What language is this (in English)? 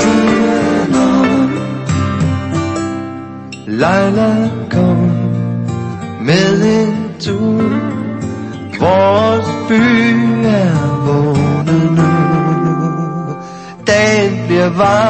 Danish